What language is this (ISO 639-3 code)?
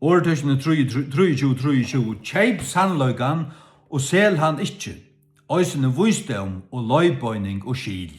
fao